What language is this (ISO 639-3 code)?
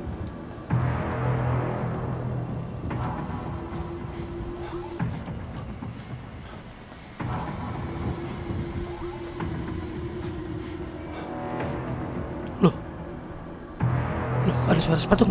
ind